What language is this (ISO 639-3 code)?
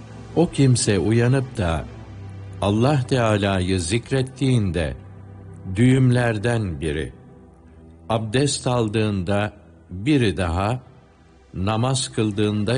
tur